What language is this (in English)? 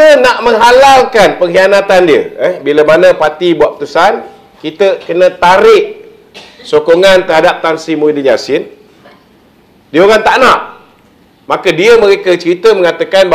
Malay